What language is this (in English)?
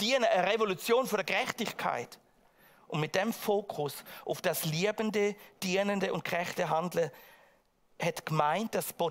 Swiss German